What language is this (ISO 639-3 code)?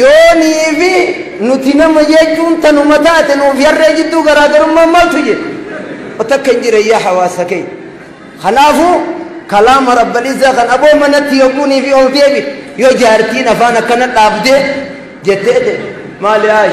orm